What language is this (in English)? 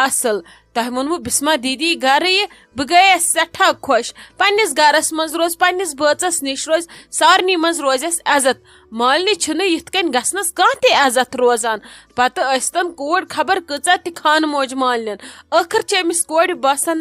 Kashmiri